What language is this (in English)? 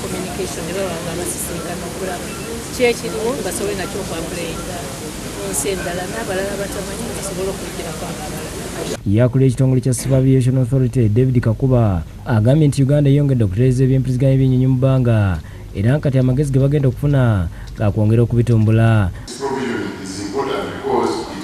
Ganda